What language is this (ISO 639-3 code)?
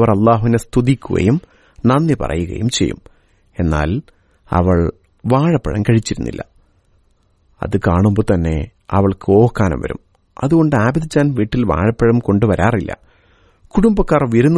mal